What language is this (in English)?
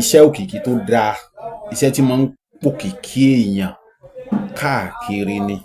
Yoruba